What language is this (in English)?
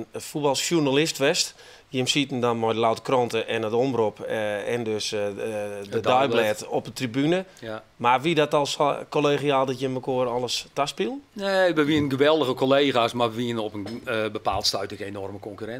Western Frisian